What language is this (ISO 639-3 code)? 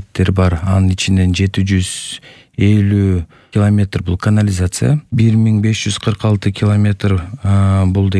kir